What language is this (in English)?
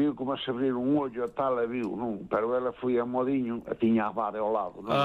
Galician